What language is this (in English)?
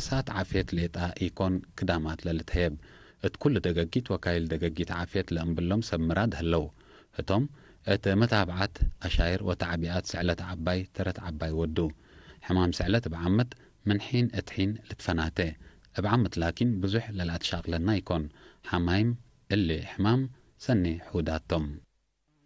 Tigre